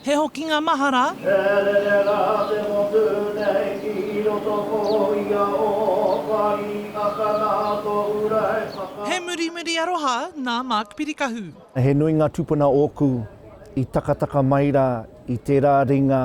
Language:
Māori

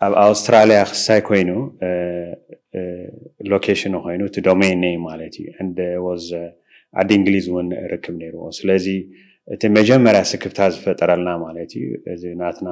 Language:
Tigrinya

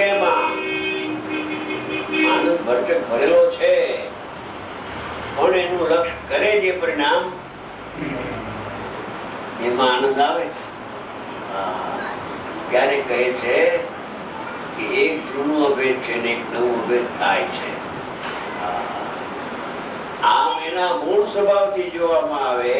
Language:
Gujarati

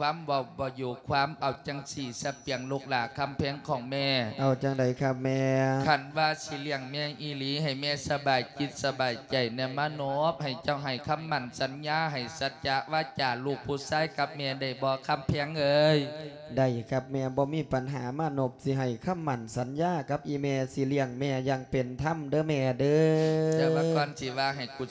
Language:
Lao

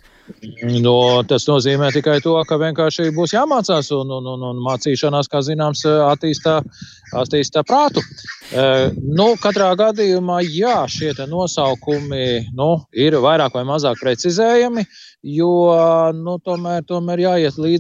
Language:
Latvian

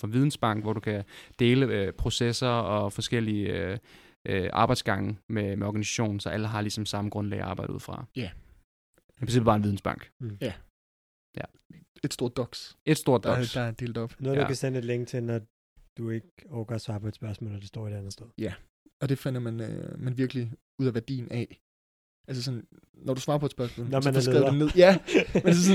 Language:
Danish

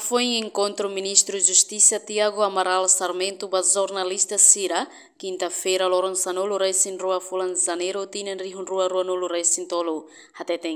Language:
Tetum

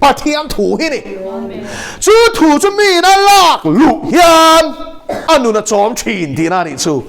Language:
Mizo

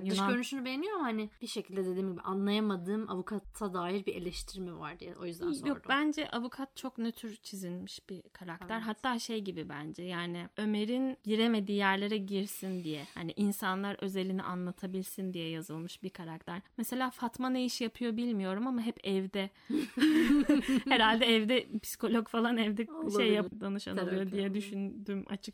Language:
Turkish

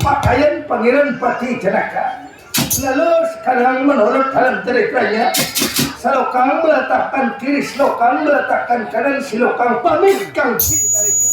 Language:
Banjar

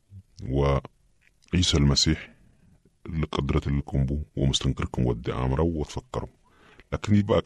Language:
Sudanese Arabic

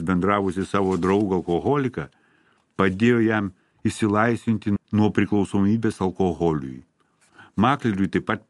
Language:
Lithuanian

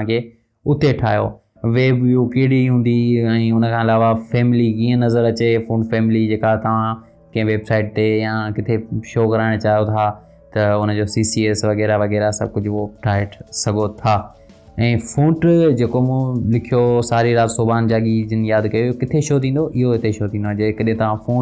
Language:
Sindhi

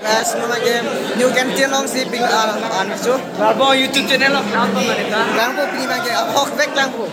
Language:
Karbi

